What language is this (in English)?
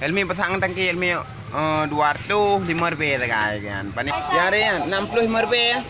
Achinese